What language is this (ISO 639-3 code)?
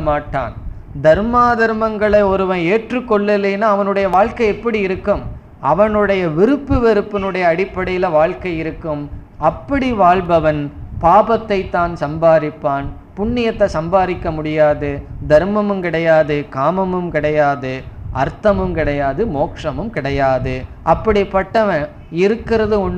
tam